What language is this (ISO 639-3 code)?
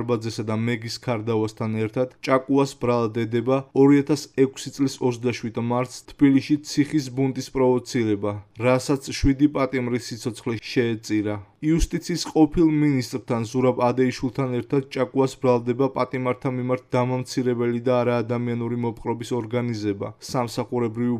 kat